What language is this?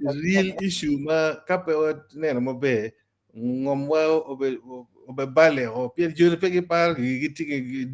Acoli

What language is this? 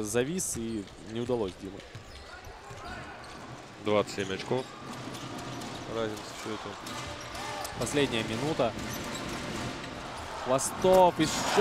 Russian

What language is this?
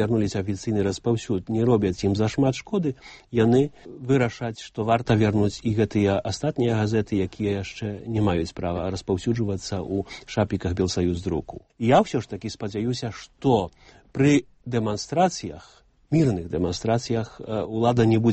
Belarusian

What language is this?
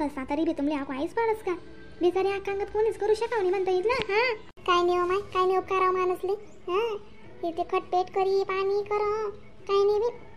Khandesi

